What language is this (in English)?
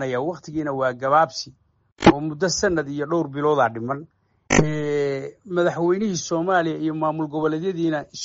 Somali